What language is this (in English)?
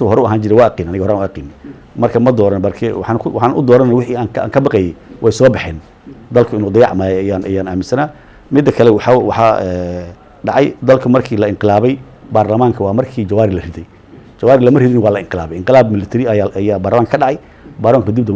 Somali